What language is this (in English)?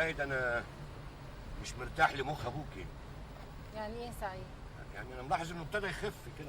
Egyptian Arabic